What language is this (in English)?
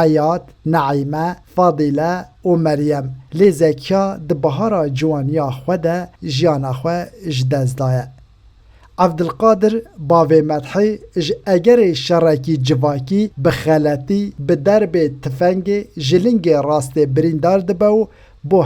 Kurdish